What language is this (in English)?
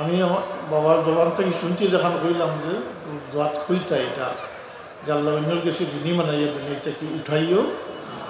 Sylheti